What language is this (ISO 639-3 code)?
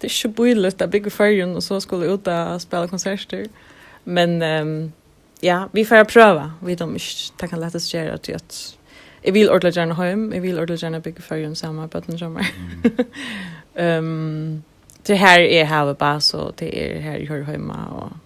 fao